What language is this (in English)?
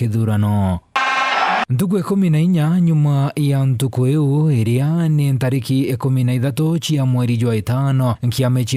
Meru